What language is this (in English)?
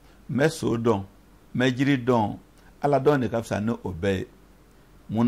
Bambara